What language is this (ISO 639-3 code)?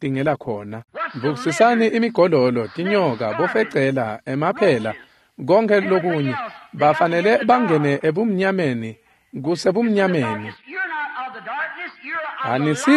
ssw